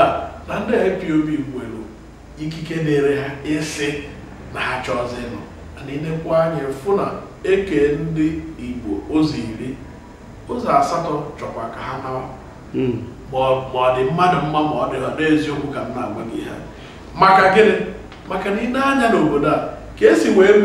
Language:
Igbo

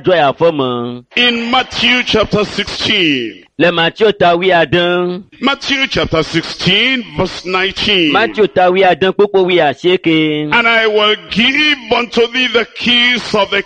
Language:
Ewe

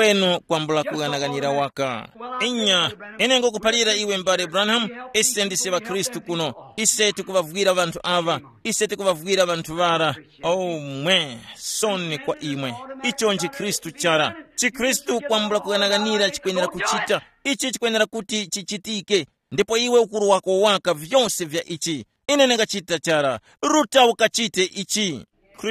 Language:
Tumbuka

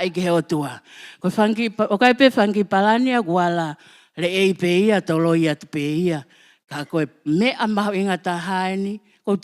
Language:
Tongan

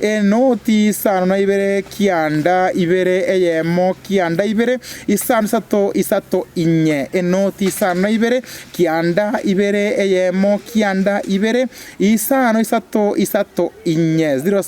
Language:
Gusii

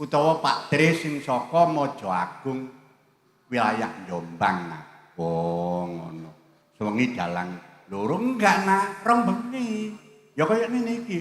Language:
Javanese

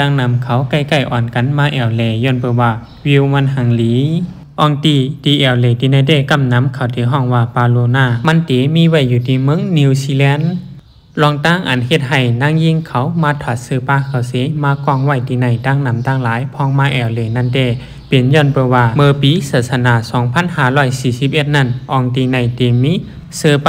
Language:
Shan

